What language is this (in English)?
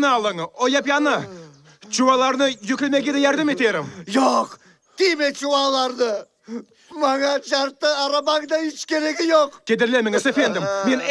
Crimean Tatar